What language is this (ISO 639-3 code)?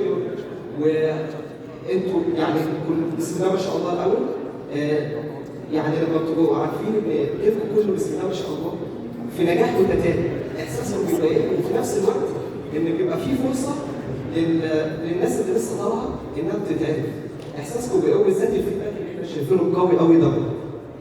arz